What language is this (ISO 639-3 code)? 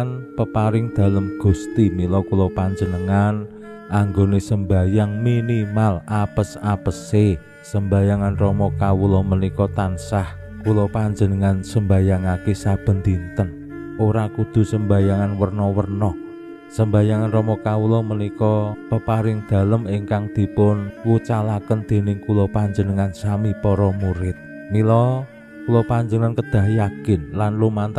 jav